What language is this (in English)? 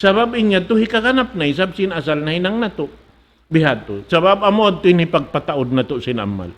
Tausug